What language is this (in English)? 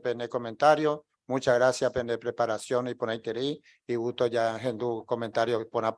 Guarani